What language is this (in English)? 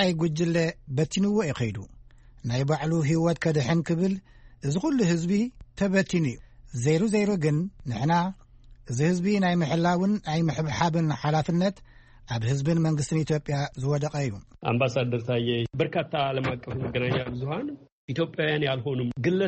Tigrinya